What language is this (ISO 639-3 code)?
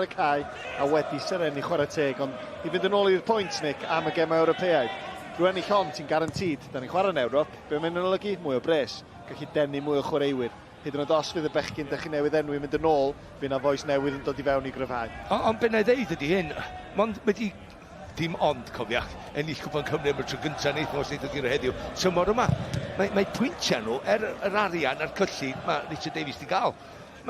cym